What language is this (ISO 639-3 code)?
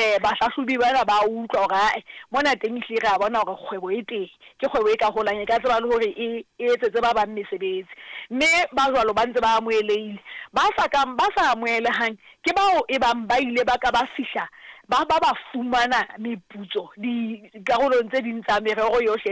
sot